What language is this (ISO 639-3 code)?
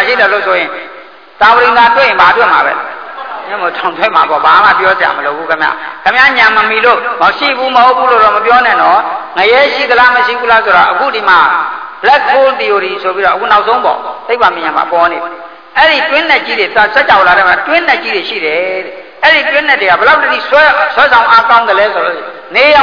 mya